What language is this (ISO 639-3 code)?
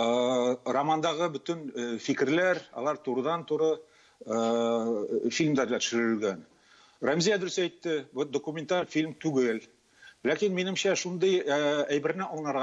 tat